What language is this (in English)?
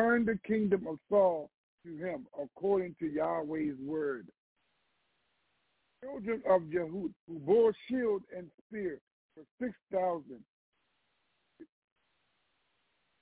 English